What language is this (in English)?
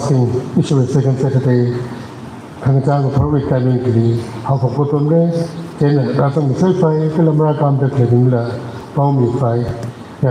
Tangkhul Naga (India)